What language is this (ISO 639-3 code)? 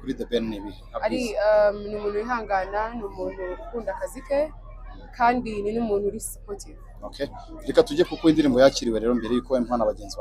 kin